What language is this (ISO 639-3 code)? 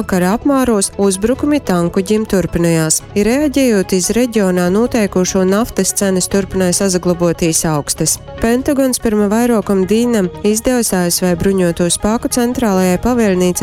ltg